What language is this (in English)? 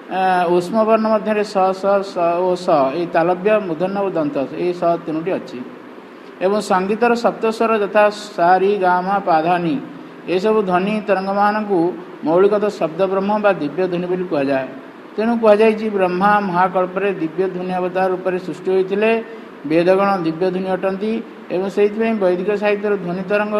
Odia